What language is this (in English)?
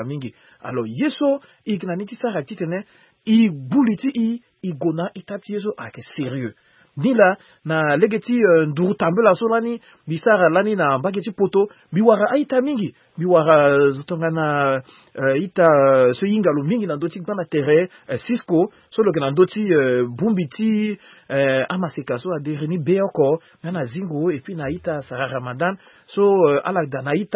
Sango